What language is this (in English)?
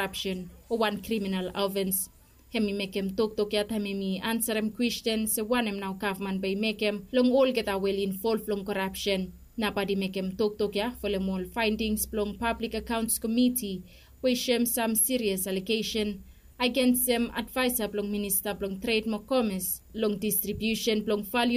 Bislama